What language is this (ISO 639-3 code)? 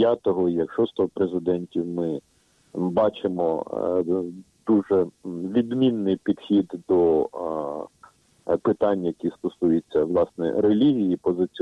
ukr